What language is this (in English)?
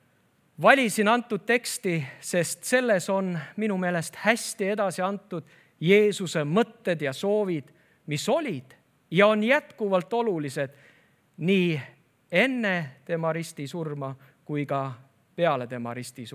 Estonian